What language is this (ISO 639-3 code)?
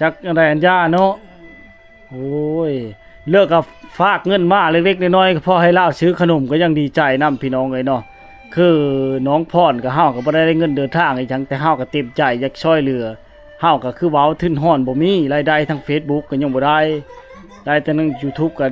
lao